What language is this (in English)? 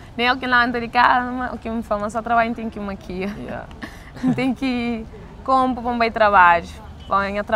Kabuverdianu